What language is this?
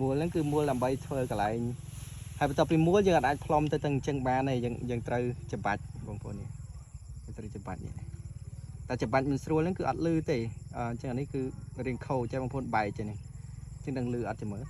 Khmer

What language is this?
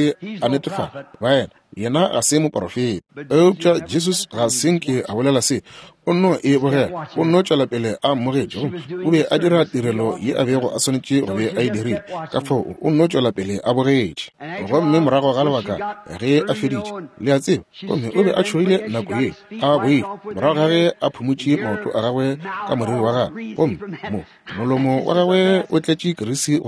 Northern Sotho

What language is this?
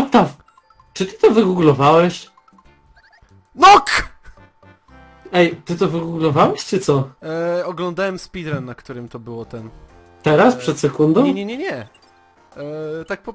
Polish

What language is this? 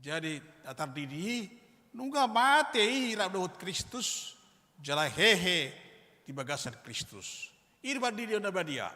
Batak Toba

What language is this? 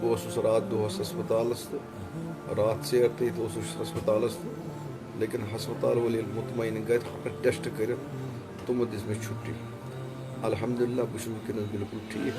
Kashmiri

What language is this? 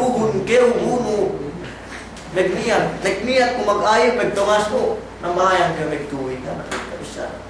Yakan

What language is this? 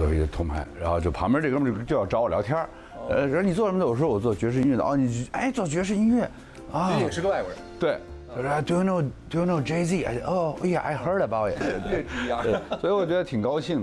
Chinese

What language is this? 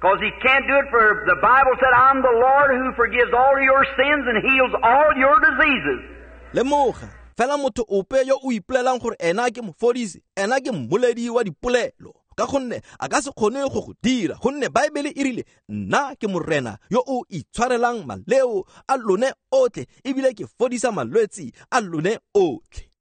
Tswana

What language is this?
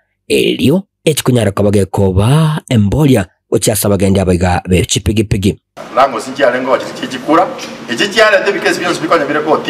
Gusii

